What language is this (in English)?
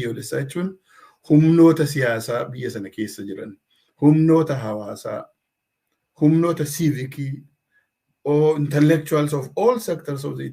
Oromo